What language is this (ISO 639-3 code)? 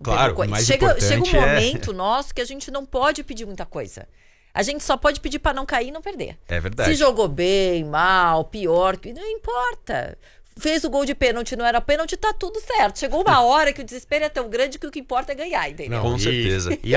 por